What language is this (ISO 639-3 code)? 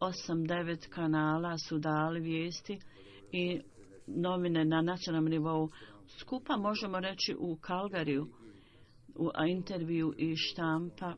hrv